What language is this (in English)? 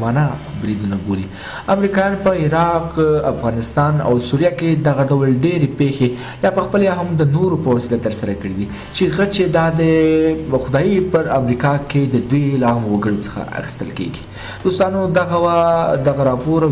Pashto